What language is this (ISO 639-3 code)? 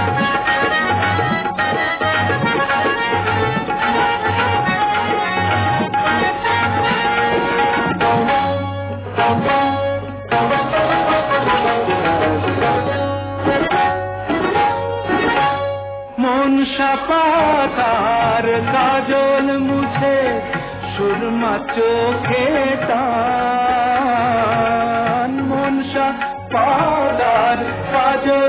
ben